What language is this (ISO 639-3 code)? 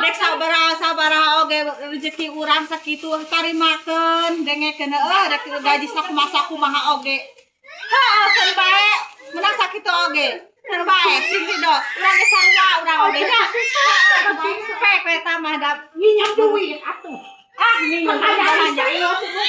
sun